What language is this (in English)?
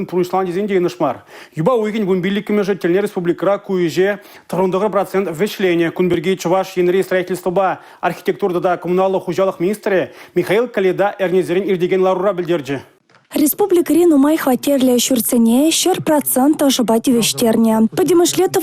Chuvash